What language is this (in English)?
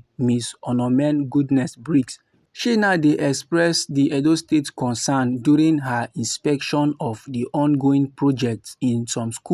Nigerian Pidgin